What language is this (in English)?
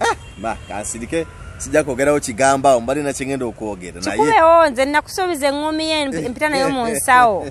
Ganda